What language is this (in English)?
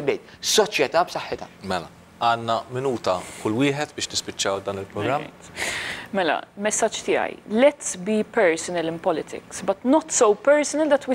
Maltese